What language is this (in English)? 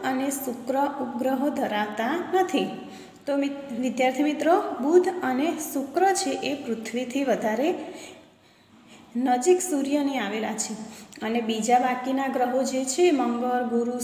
Gujarati